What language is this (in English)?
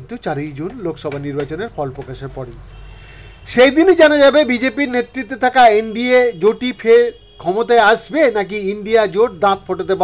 Bangla